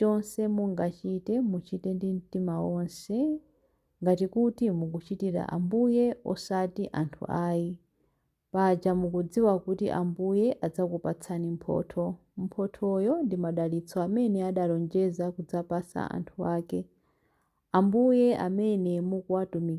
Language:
Nyanja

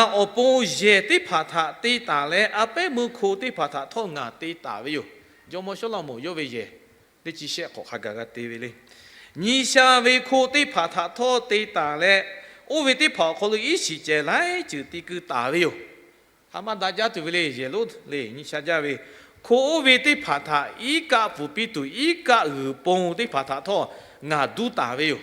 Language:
Lahu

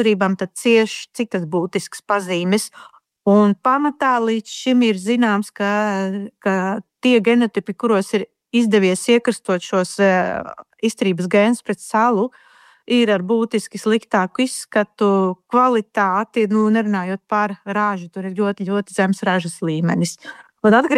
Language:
Latvian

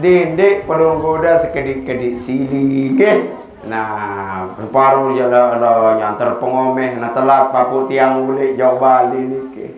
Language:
Sasak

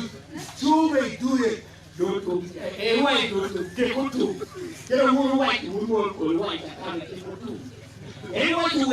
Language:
Acoli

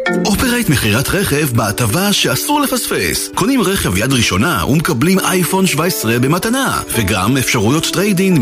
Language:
Hebrew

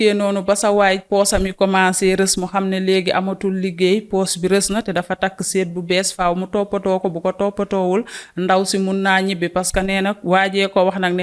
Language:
Wolof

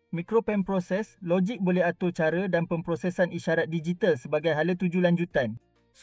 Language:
Malay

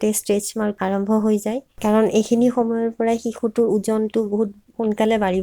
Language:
Assamese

